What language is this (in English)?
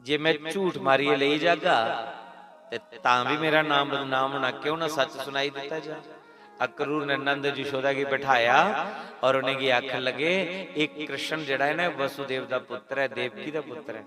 Dogri